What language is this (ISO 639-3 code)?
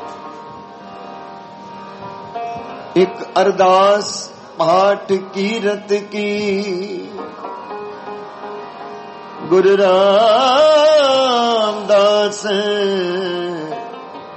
pan